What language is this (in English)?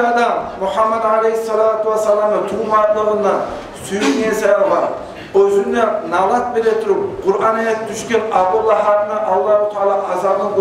Kumyk